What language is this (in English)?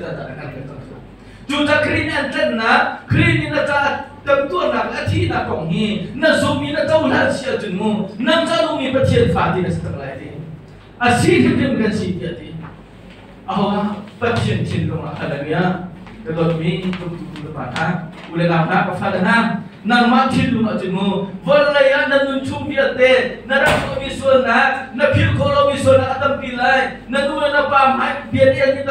Hakha Chin